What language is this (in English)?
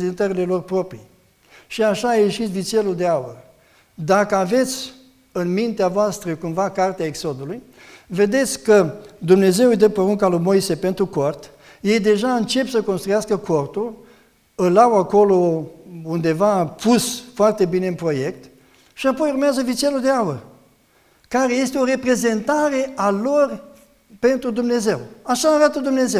Romanian